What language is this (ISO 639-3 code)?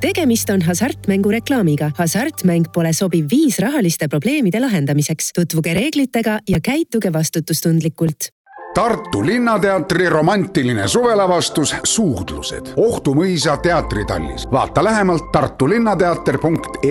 est